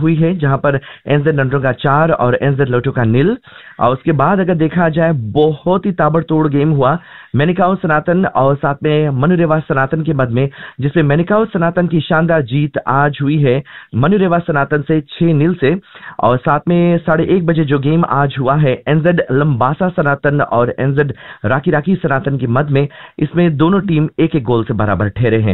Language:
Hindi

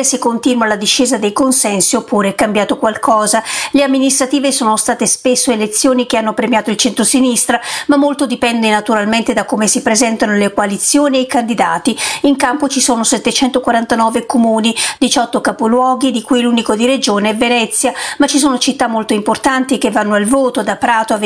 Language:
Italian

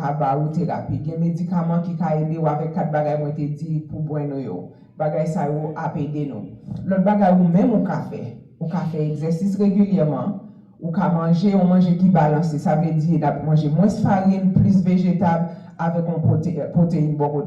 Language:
Haitian Creole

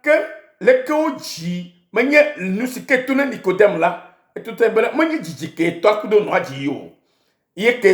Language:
Ewe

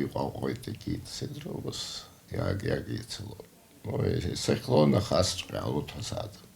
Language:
Abkhazian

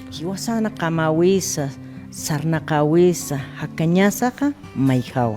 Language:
Aymara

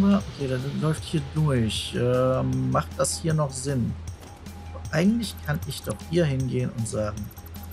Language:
German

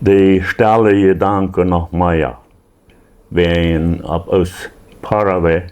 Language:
Plautdietsch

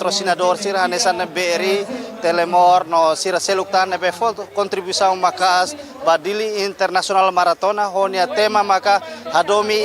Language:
Tetum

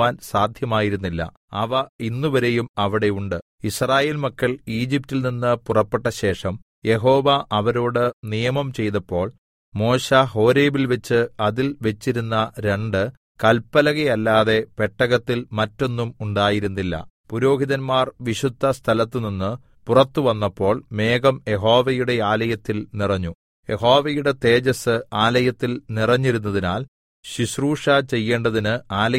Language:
Malayalam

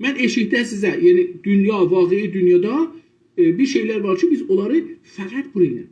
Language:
South Azerbaijani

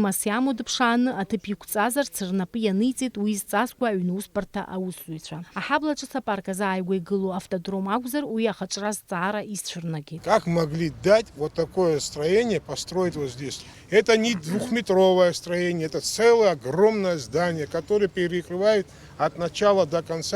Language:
Abkhazian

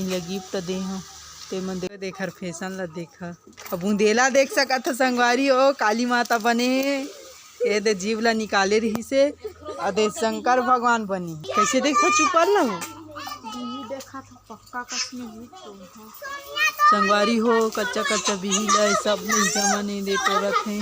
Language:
Chhattisgarhi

